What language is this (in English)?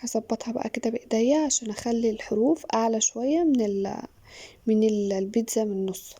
Egyptian Arabic